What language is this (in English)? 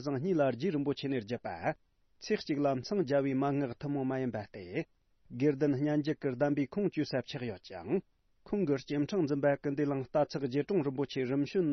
Tibetan